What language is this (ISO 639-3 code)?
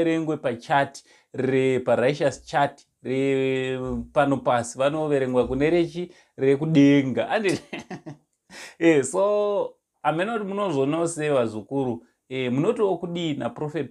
sna